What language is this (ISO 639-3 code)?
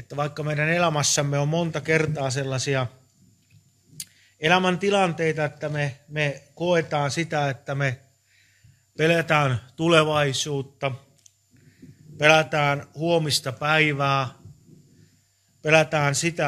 fin